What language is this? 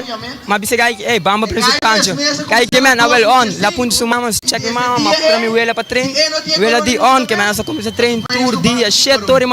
Papiamento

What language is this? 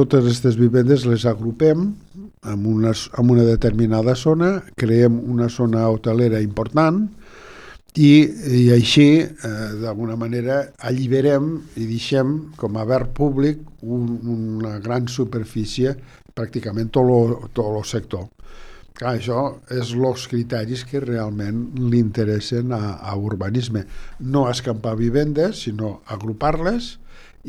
Catalan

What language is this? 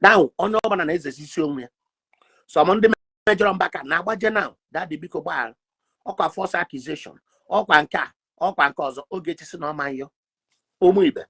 Igbo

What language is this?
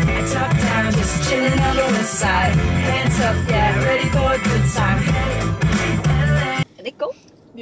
Danish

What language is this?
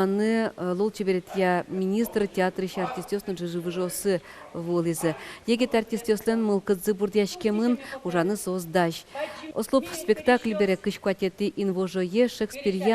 Udmurt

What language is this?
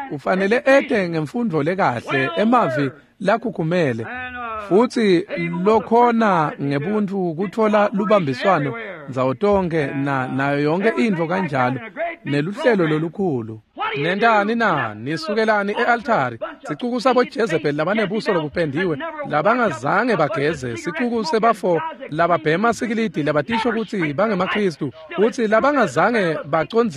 Swati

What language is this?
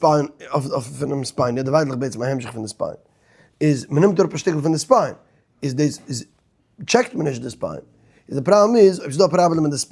Yiddish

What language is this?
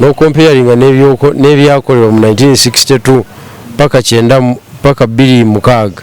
Ganda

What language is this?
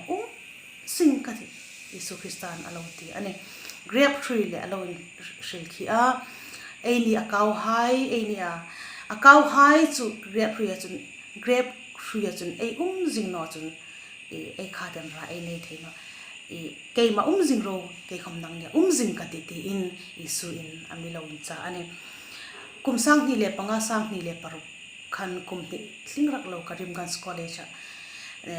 Hmar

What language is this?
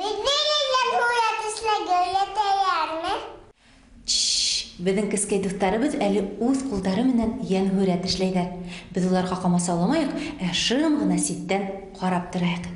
Bashkir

